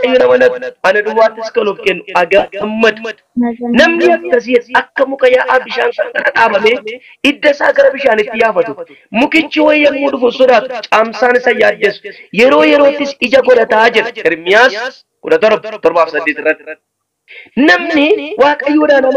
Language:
Oromo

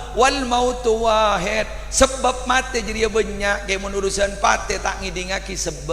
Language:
Madurese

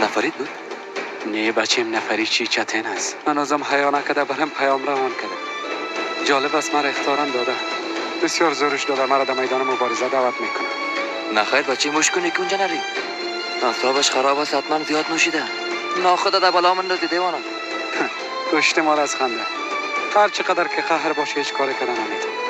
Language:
Tajik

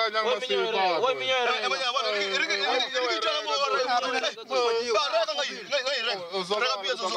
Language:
Northern Sotho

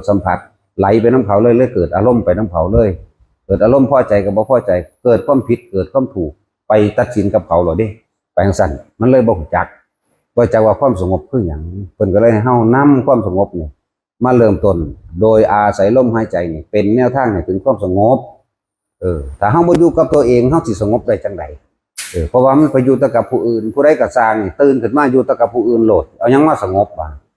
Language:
Northeastern Thai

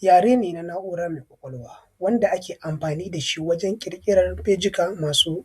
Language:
Hausa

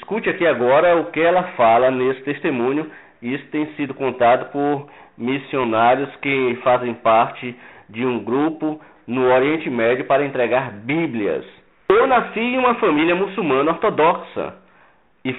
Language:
Portuguese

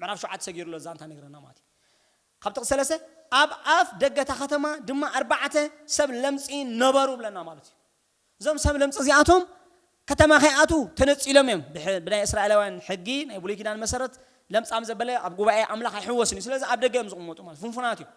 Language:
Tigrinya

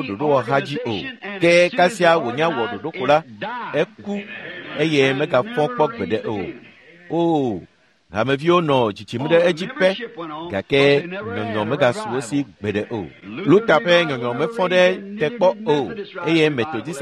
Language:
Ewe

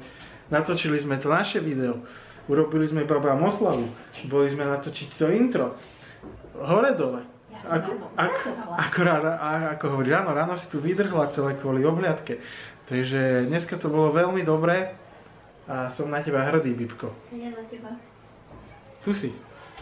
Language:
Slovak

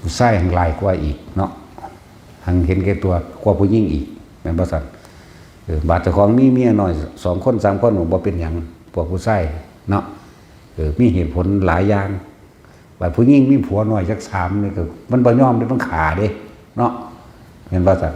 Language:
Northeastern Thai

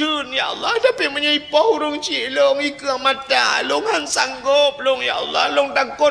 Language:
Achinese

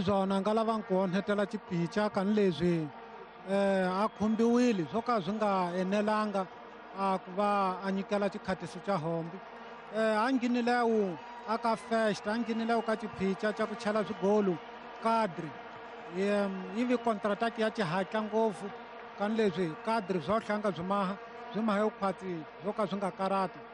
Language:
Tsonga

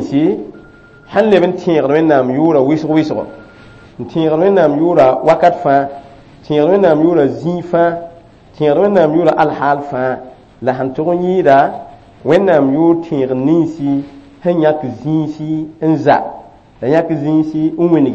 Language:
Mossi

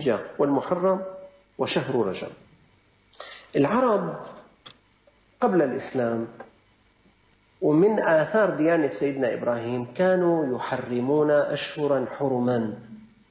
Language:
Arabic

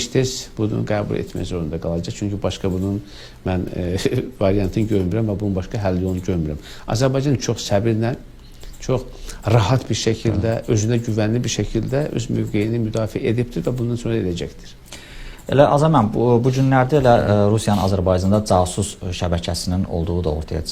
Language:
Azerbaijani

